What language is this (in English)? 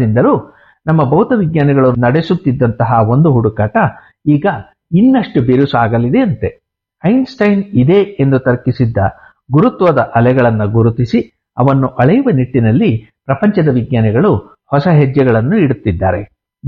Kannada